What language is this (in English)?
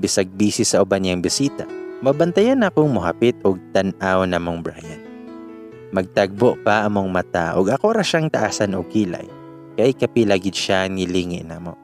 Cebuano